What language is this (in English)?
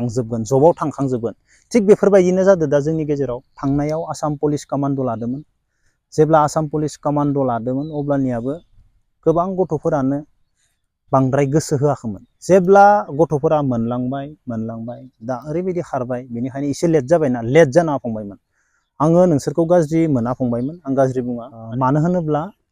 Bodo